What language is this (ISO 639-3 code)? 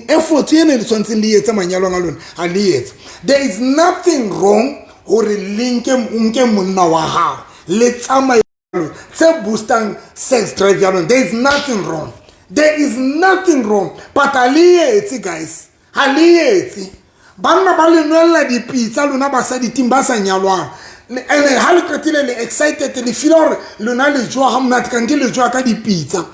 sot